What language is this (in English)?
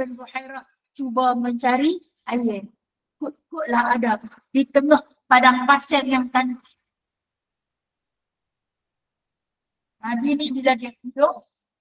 Malay